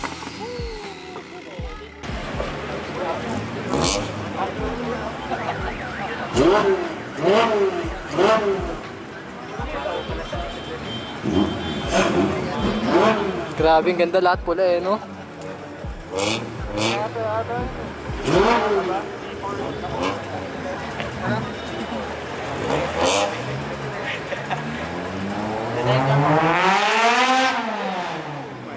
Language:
Filipino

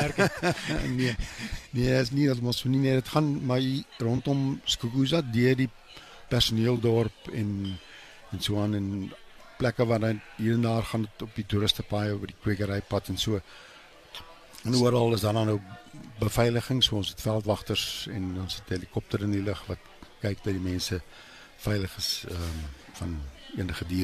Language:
Afrikaans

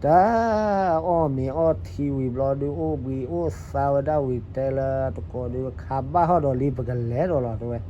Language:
S'gaw Karen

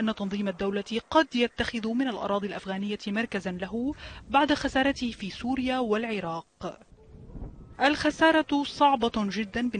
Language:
Arabic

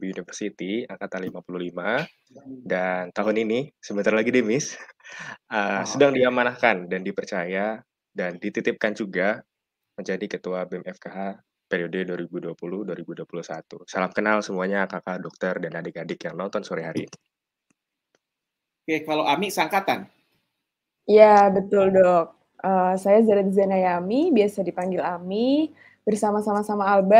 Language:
Indonesian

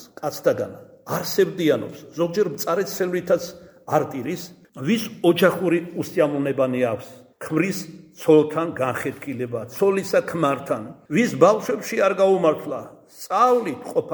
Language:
Georgian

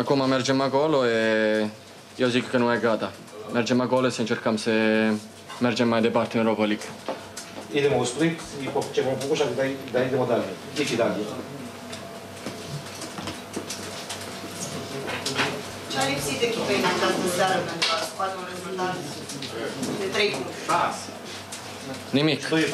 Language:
Romanian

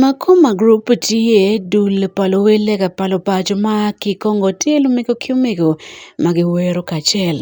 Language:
Acoli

